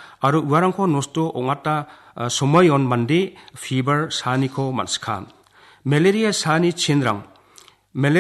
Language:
Garo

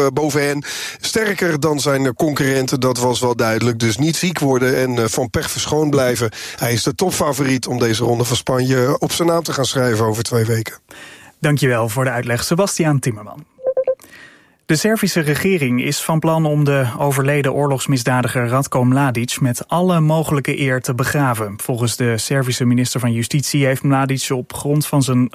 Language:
Dutch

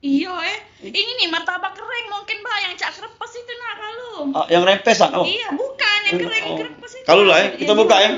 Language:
Musi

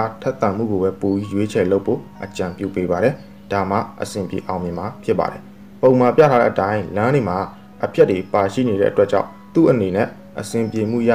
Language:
Burmese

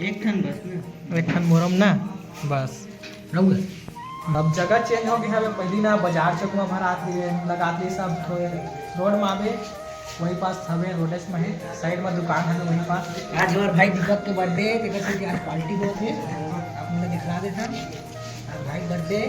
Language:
Chhattisgarhi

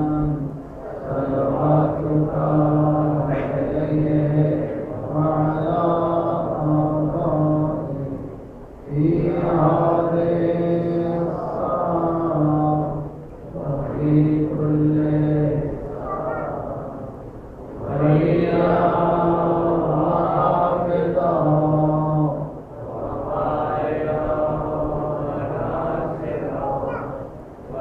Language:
Urdu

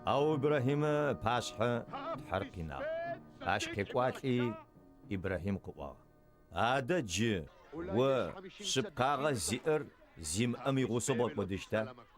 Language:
Adyghe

